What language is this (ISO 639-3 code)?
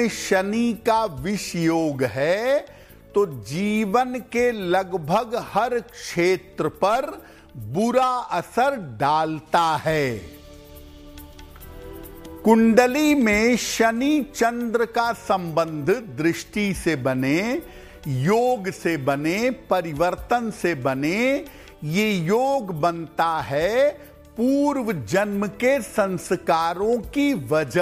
hin